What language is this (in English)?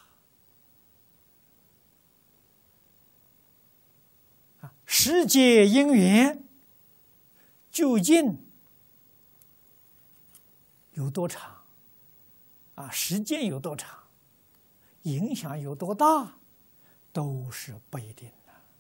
Chinese